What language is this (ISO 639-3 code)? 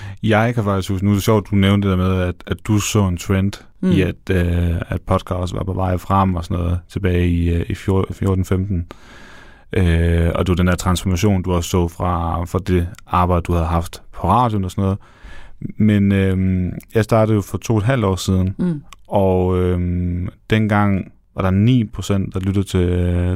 dan